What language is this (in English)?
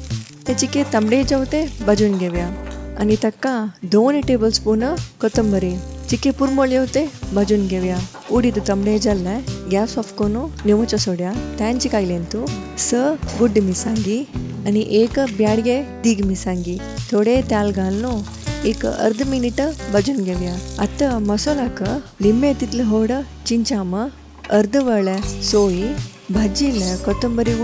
Konkani